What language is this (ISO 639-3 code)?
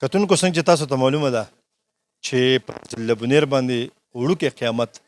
pus